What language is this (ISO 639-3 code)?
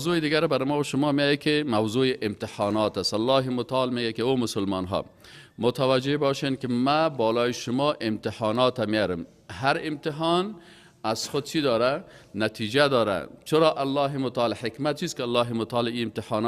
fas